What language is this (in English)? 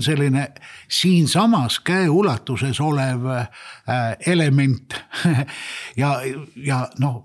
Estonian